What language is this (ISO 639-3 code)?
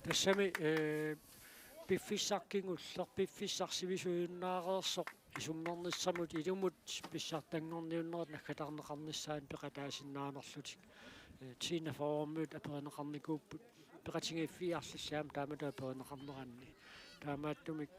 kal